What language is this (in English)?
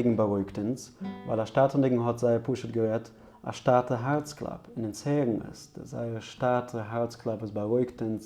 Yiddish